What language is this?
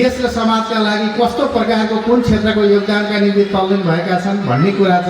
Nepali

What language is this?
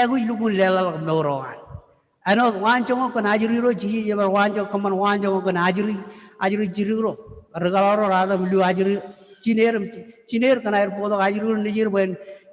Marshallese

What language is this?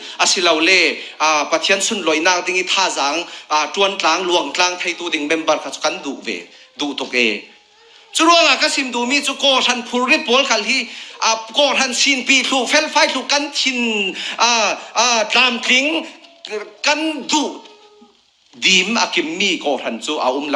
Falam Chin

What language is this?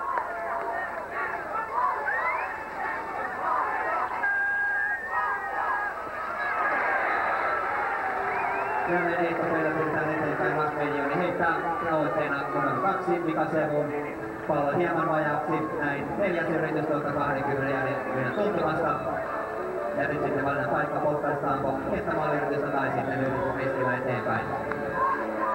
Finnish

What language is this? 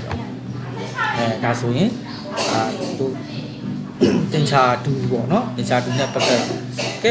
Burmese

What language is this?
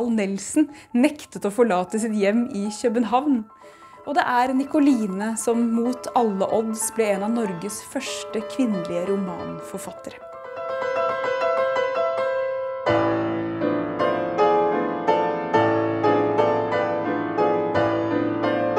Norwegian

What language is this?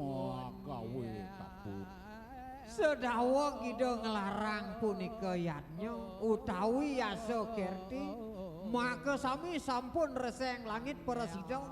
Balinese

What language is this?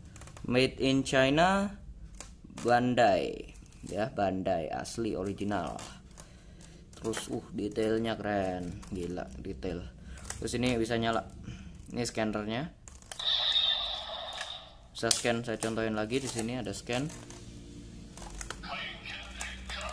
Indonesian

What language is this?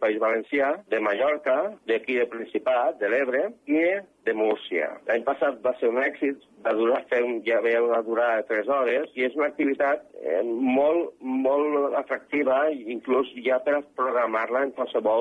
Catalan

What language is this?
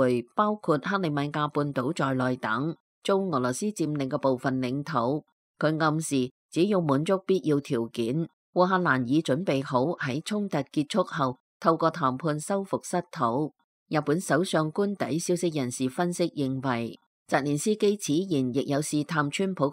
Cantonese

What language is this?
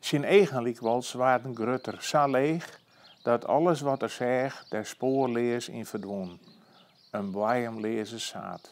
Western Frisian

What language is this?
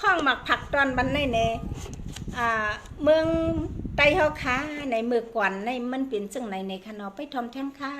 Shan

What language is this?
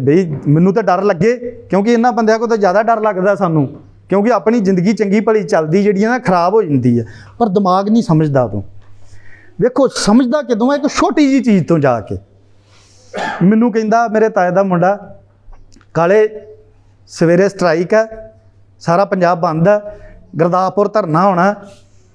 Punjabi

